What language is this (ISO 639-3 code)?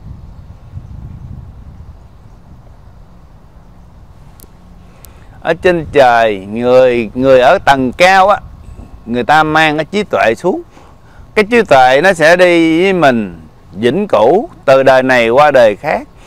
vie